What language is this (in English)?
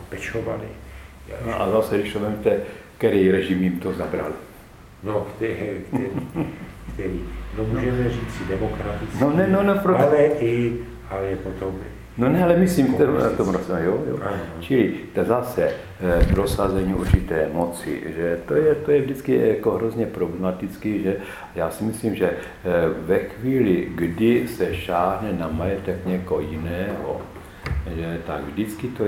Czech